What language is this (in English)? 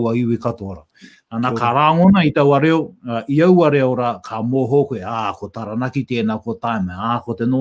Māori